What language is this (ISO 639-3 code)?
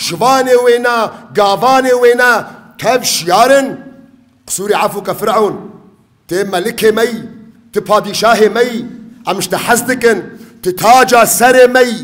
kur